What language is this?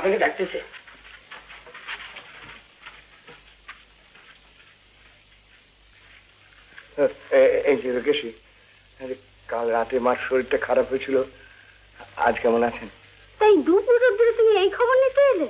Bangla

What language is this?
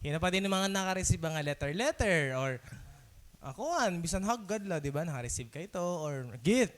Waray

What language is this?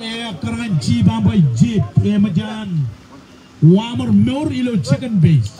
Marshallese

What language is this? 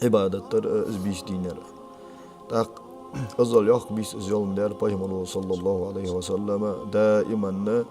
Ingush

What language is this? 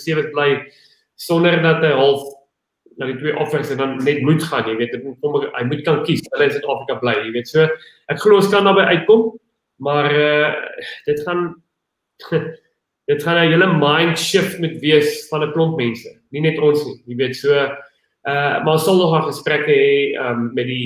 Afrikaans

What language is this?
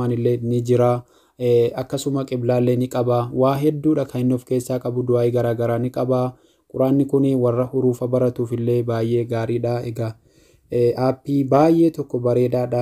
Oromo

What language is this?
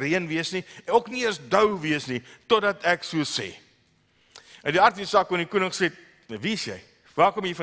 Afrikaans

